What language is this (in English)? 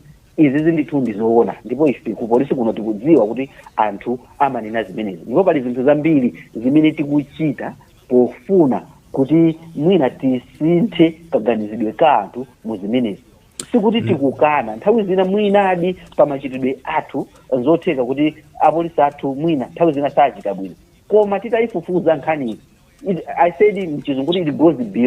Nyanja